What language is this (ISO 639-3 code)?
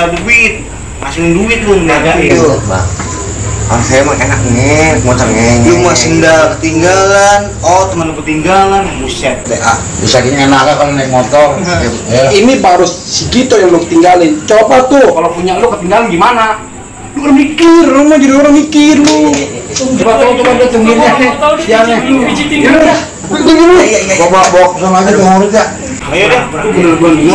bew